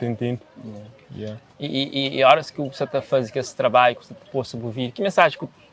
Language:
Kabuverdianu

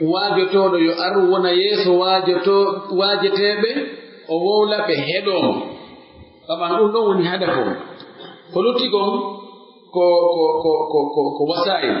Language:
Pular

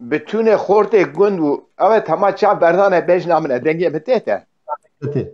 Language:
Kurdish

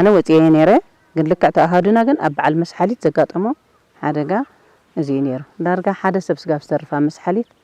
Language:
Tigrinya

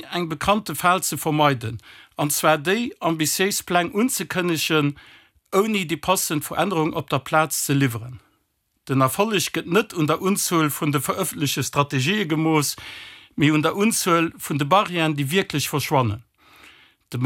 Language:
Luxembourgish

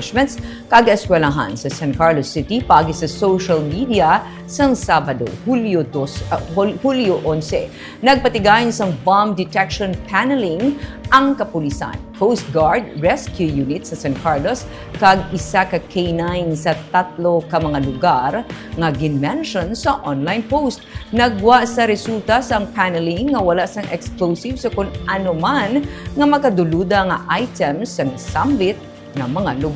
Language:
Hiligaynon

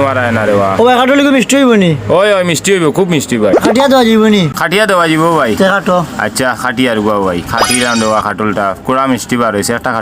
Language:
Sylheti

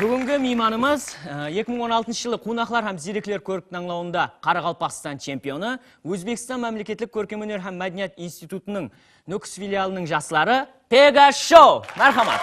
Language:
Kara-Kalpak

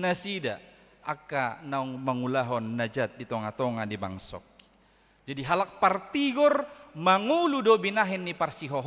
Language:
Batak Toba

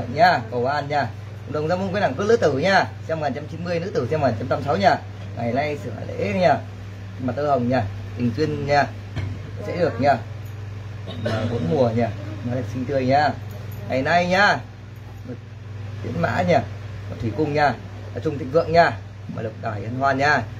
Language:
Vietnamese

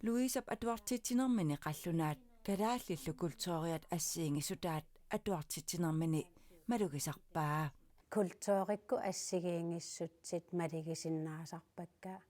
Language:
Kalaallisut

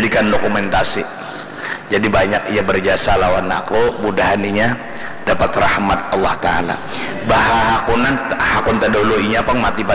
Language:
Banjar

